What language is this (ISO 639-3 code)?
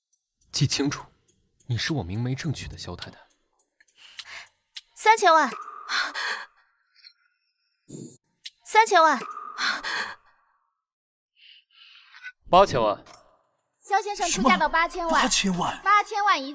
zho